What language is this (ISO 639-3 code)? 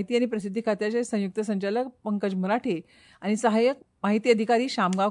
kok